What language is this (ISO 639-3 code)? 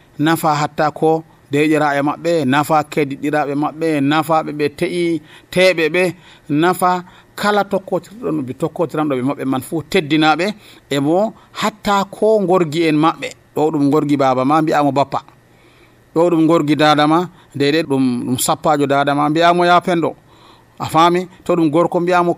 fuv